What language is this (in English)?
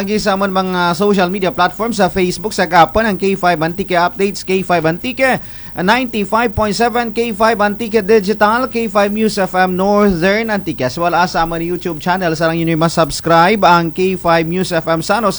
Kinaray-a